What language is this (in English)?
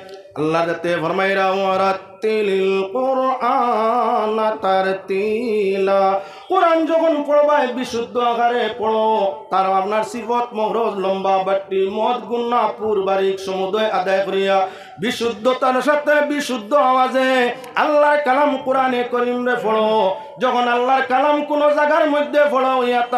Sylheti